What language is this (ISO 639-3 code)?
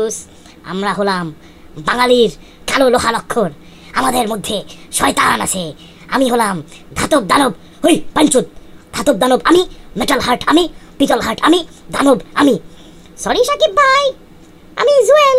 ben